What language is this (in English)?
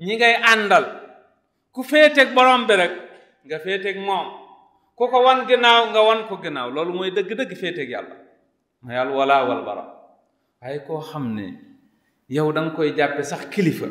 Wolof